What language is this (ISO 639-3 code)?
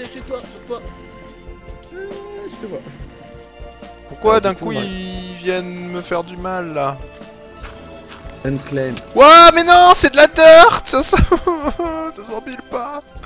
fra